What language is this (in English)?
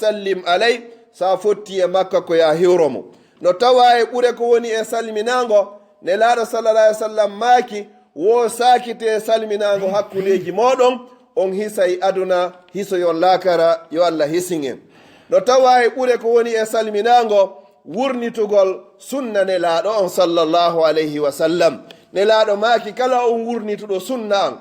Pular